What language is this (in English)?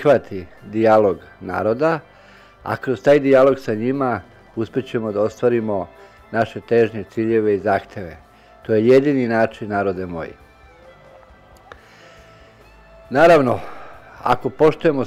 Serbian